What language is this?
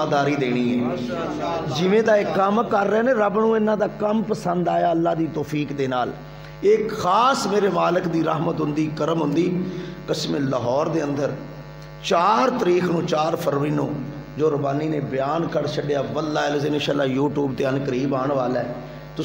Western Panjabi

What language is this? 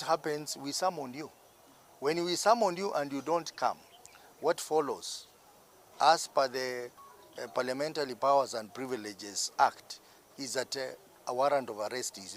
Gusii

